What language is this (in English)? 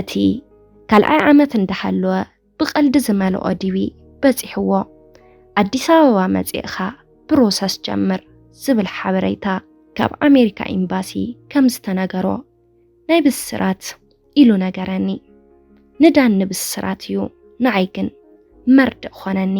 Tigrinya